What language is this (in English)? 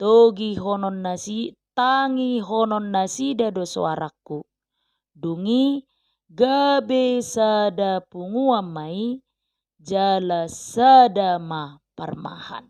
Batak Toba